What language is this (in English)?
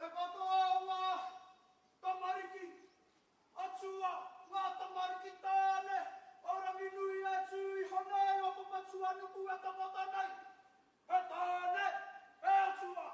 Māori